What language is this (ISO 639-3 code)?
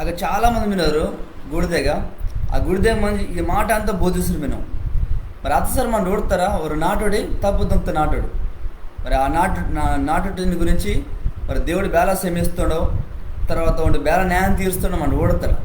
kff